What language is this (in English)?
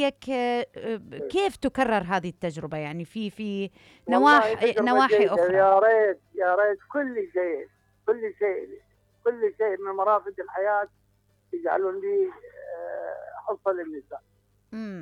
Mesopotamian Arabic